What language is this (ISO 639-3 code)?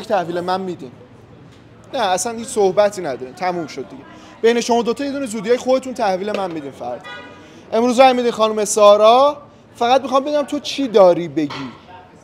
fas